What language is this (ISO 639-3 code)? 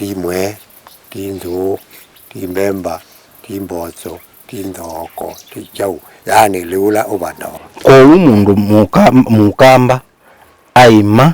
kam